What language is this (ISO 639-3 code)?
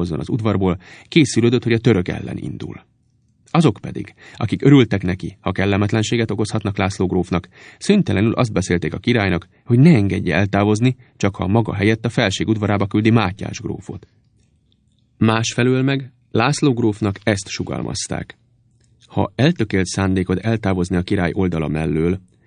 hun